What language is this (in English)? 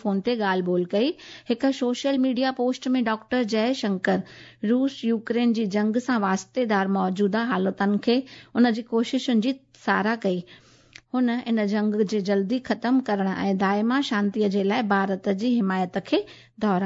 Sindhi